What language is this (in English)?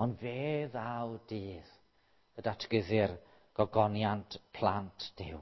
Welsh